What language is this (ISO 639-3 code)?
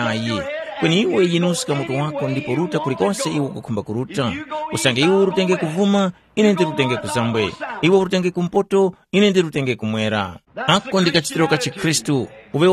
tum